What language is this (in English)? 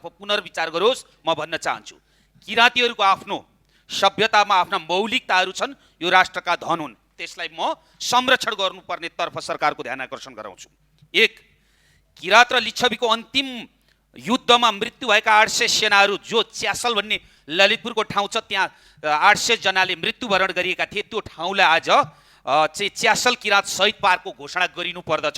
Nepali